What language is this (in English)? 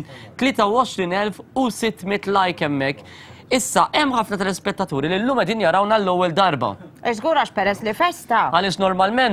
Maltese